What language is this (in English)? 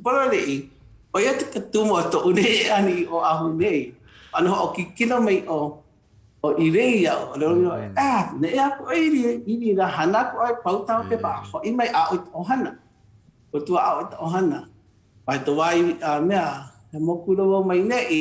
Hawaiian